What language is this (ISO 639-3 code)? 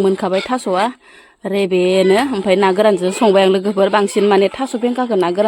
brx